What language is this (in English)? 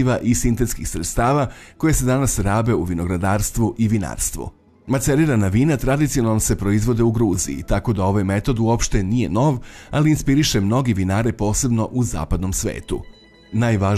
Serbian